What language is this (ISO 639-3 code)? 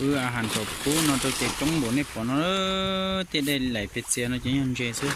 hmn